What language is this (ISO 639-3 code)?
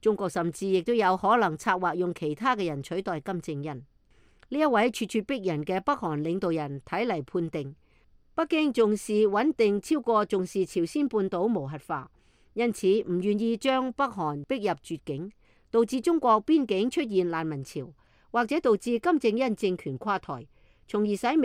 yue